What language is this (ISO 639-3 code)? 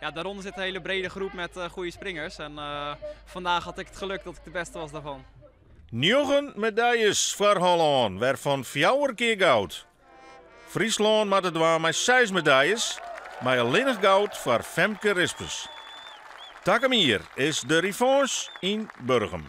fry